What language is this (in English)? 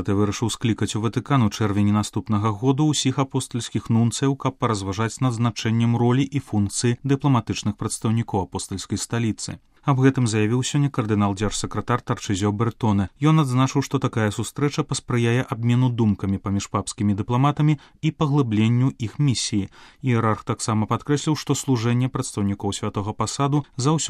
Belarusian